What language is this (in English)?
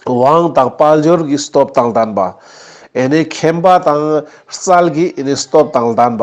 Ladakhi